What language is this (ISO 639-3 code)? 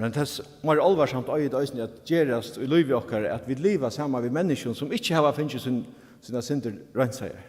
fao